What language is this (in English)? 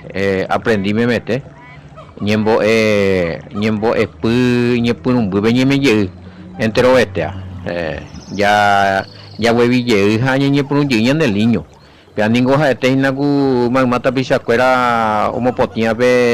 Guarani